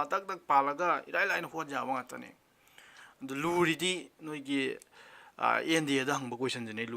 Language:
Manipuri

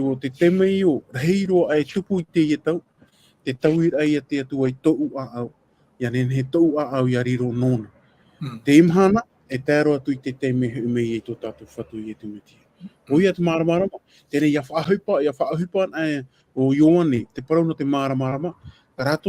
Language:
Tahitian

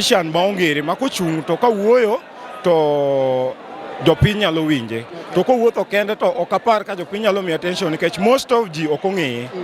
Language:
Luo (Kenya and Tanzania)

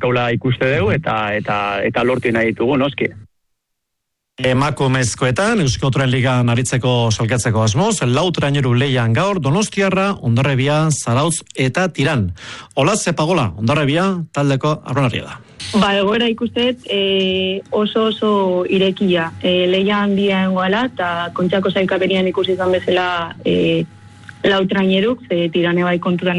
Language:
Basque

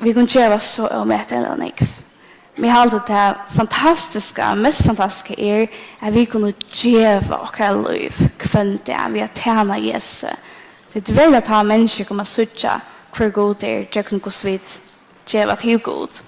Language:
Faroese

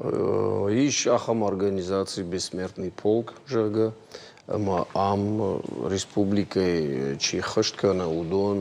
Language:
Ossetic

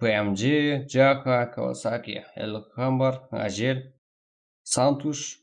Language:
Kara-Kalpak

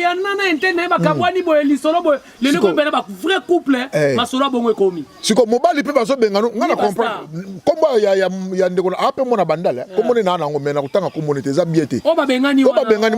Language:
Lingala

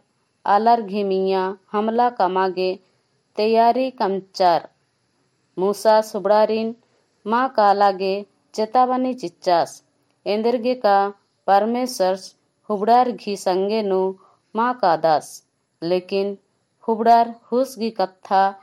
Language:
Kurukh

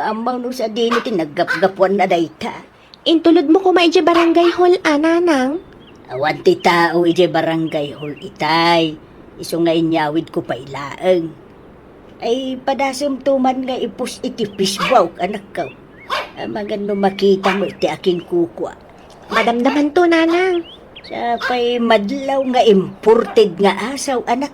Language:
Iloko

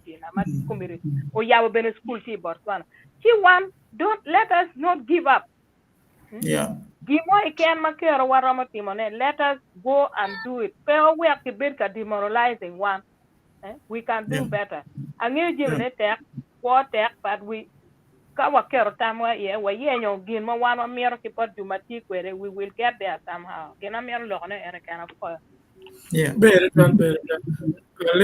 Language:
Acoli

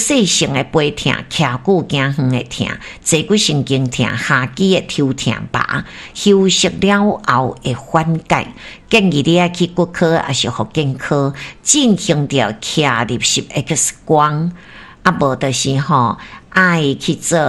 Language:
Min Nan Chinese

